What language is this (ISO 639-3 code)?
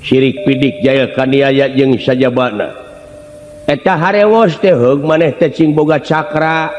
sun